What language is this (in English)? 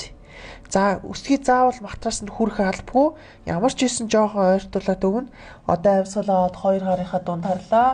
Mongolian